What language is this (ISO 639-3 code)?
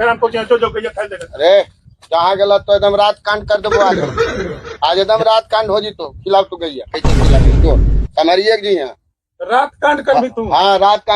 mag